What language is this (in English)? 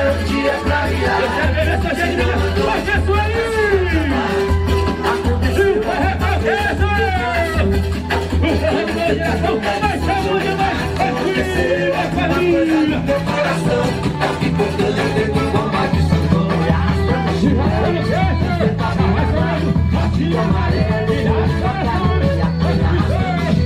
Portuguese